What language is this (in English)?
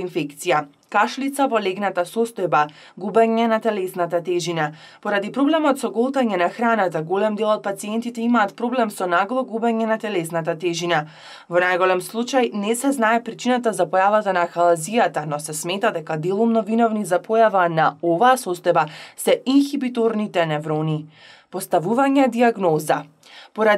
Macedonian